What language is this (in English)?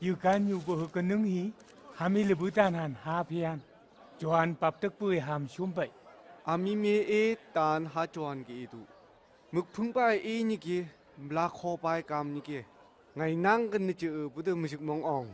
Phom Naga